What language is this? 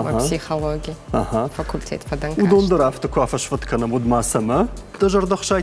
Ossetic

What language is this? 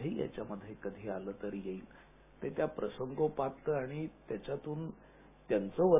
Marathi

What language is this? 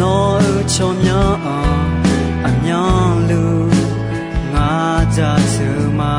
Akha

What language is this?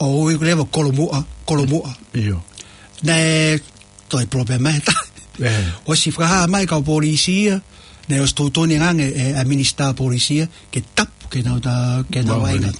Tongan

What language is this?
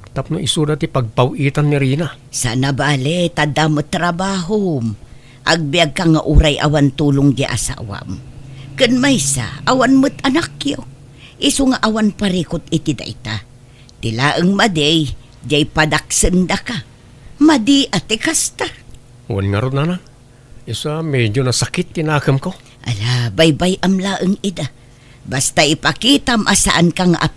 Iloko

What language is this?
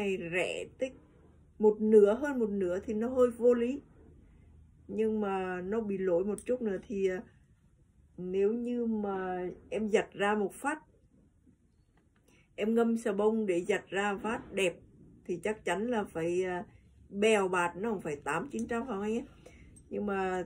Vietnamese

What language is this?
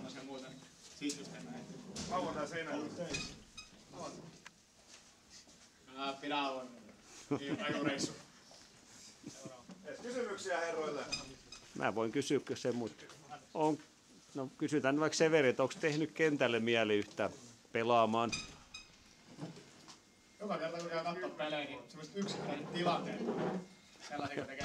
Finnish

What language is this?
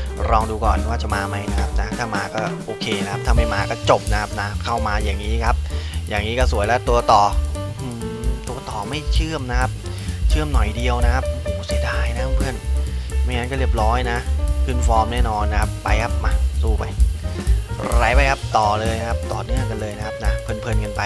Thai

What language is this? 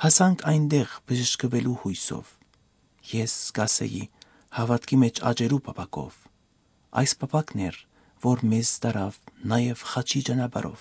Armenian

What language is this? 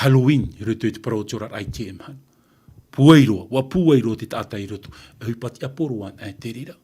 Tahitian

